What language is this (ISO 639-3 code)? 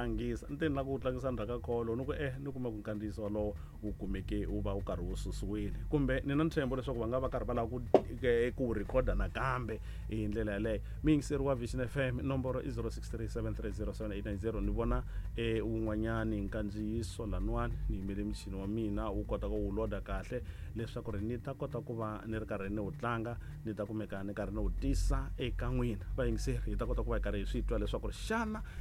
tso